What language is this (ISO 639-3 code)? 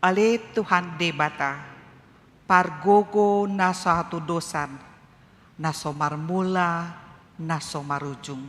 bbc